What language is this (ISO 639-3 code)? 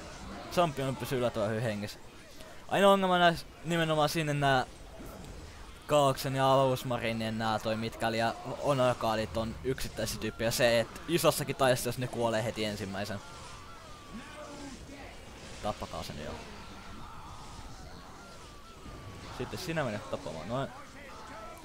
fin